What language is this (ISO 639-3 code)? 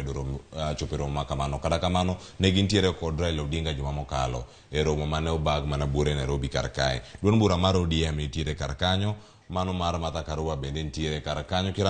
luo